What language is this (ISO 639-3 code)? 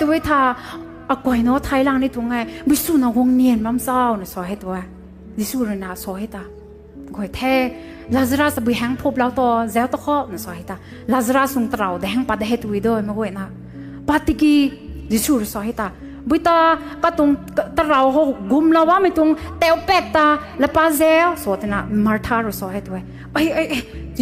nbu